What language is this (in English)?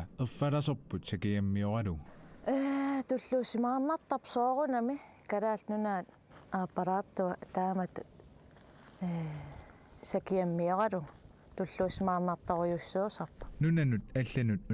Kalaallisut